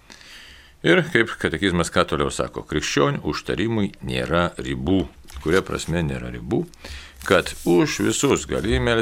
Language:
Lithuanian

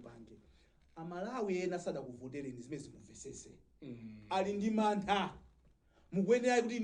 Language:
Nyanja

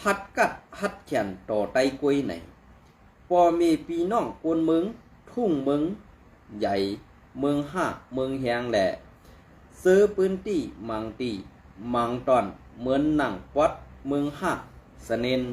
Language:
Shan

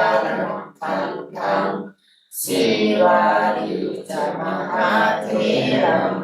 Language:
Pali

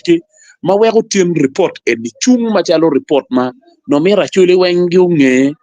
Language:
Acoli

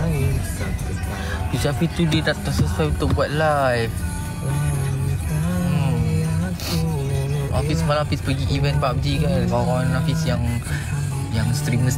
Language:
Malay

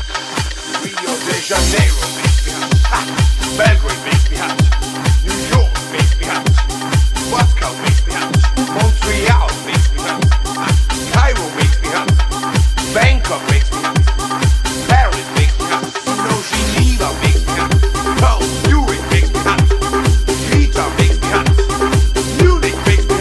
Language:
English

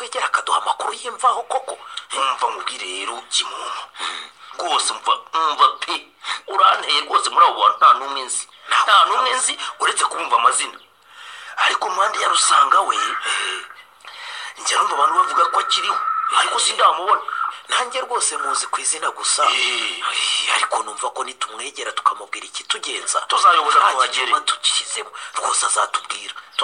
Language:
Kinyarwanda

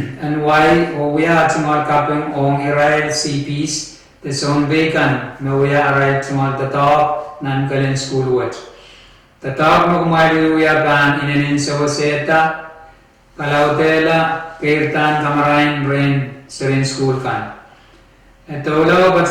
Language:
Pohnpeian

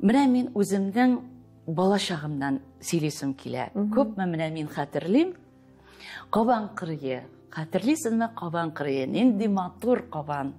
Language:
Tatar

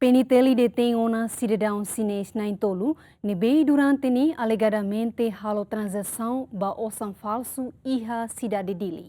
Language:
Tetum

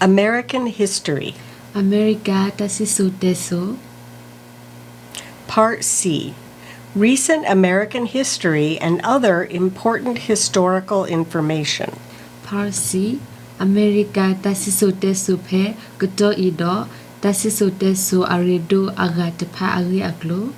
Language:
S'gaw Karen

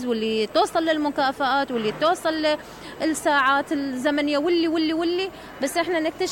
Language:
Mesopotamian Arabic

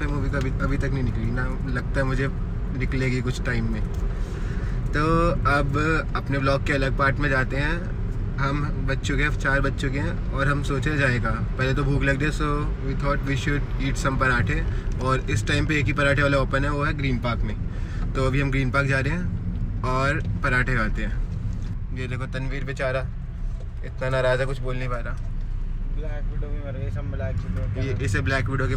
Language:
Hindi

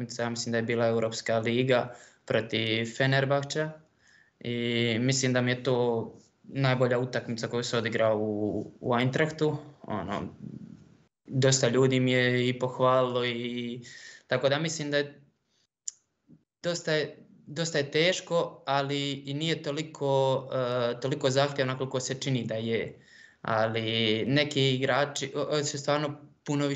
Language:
Croatian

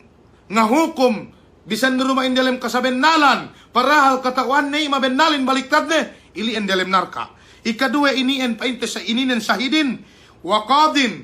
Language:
Yakan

